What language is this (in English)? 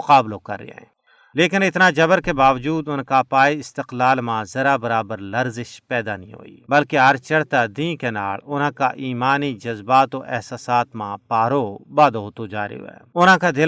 Gujari